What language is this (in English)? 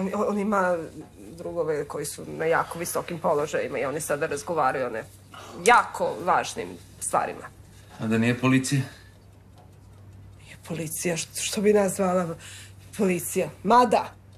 Serbian